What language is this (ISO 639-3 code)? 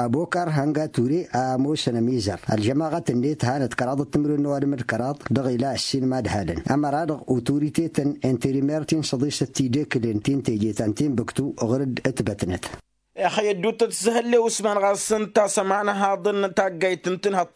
taq